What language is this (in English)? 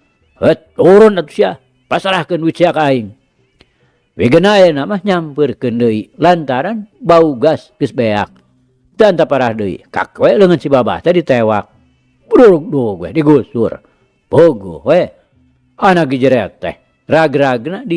Sundanese